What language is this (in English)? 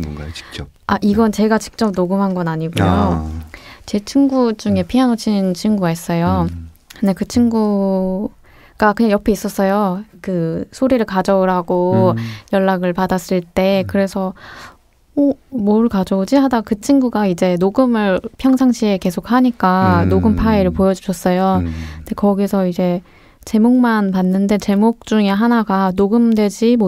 Korean